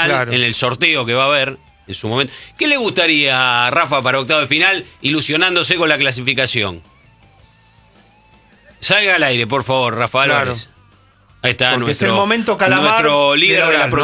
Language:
Spanish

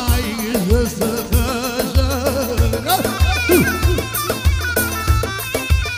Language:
Persian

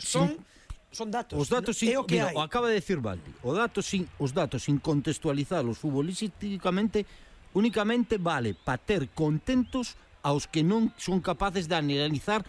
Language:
Galician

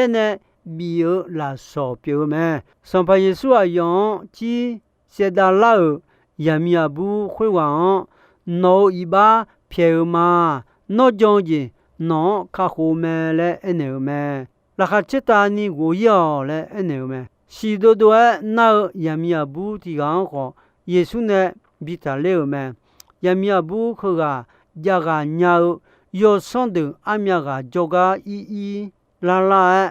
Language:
Akha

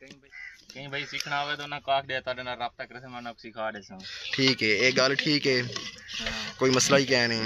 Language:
Saraiki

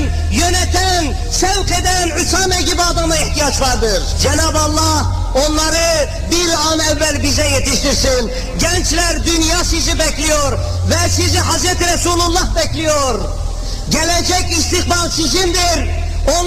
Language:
Turkish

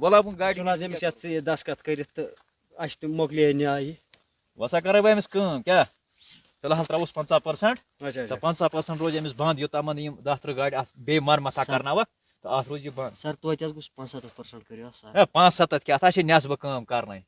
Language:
Kashmiri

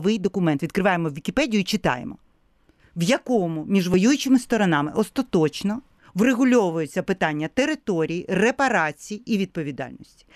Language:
Ukrainian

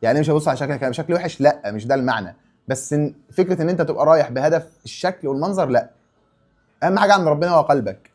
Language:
Egyptian Arabic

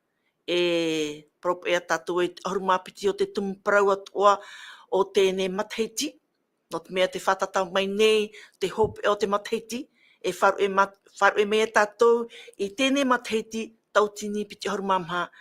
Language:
Tahitian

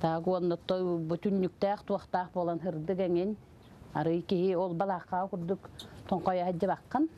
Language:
Yakut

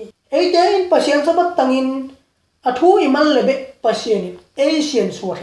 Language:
Tedim Chin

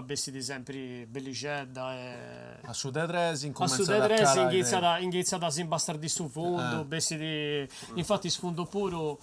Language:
Sardinian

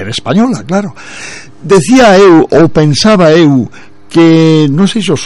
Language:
Galician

